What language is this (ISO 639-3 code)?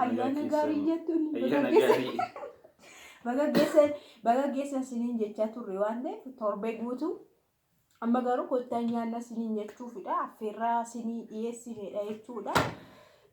orm